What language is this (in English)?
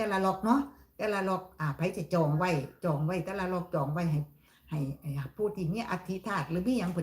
Northeastern Thai